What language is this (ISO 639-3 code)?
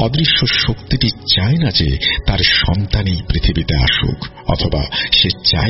ben